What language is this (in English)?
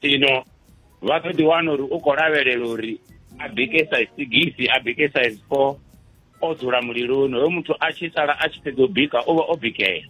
Venda